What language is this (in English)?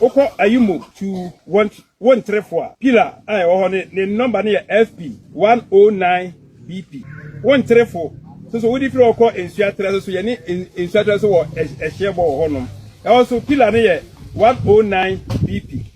Akan